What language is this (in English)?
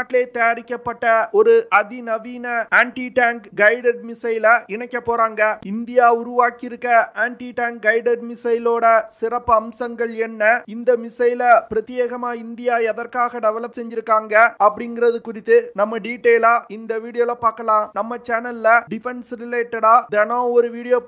Tamil